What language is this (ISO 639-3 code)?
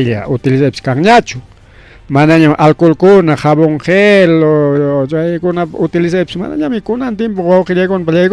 quy